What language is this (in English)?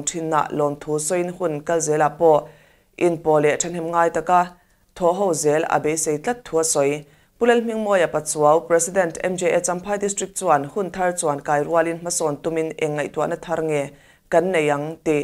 Mizo